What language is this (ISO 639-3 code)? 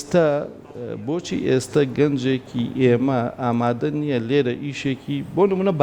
ckb